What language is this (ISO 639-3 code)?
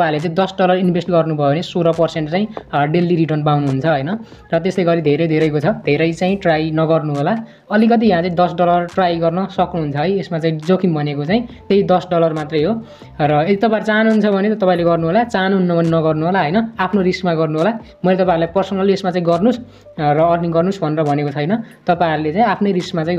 nep